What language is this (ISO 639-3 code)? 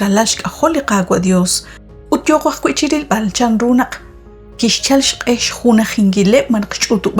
kek